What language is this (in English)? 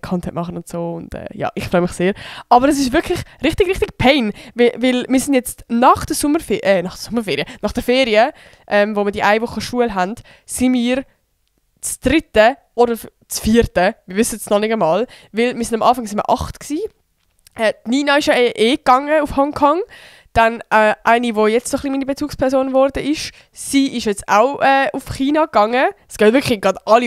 Swiss German